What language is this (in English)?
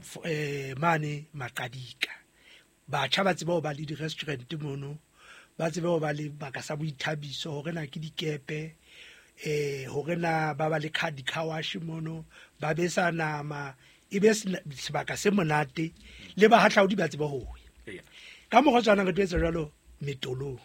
Southern Sotho